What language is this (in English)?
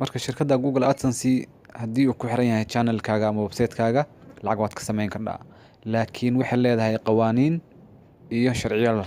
Somali